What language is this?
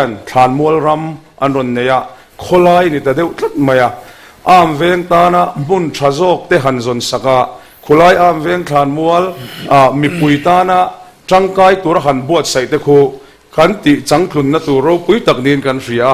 Mizo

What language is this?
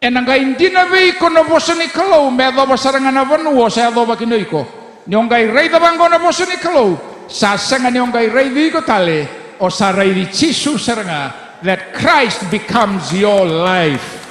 Fijian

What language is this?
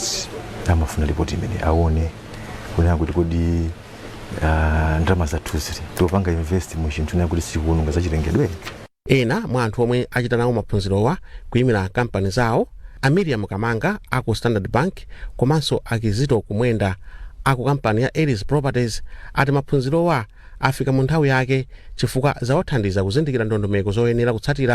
Nyanja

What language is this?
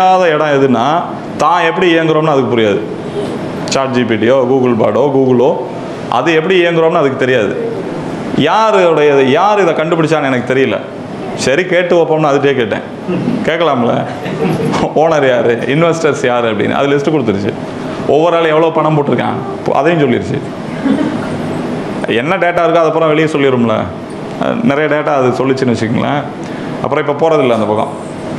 Tamil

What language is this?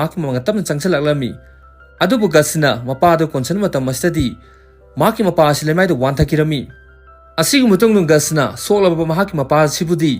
Manipuri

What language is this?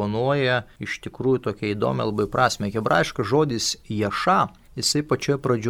Lithuanian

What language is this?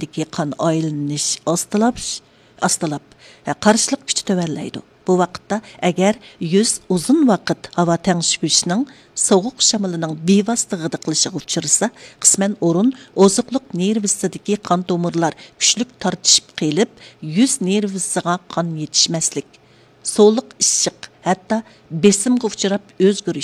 Uyghur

